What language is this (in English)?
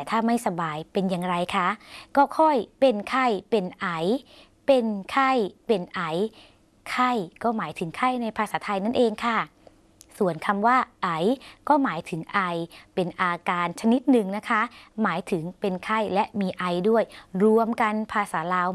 Thai